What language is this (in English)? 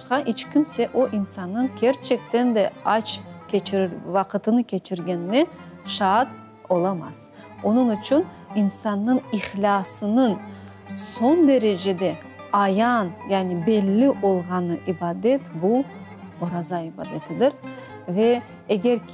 Crimean Tatar